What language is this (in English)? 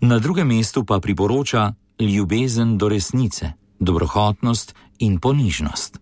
Slovenian